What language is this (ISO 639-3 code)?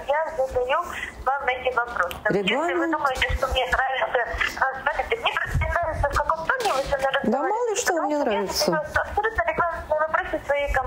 rus